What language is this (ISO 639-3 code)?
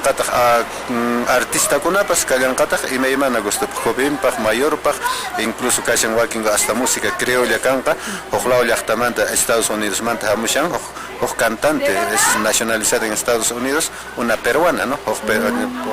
que